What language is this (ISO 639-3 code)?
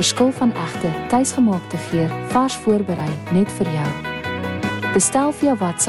afr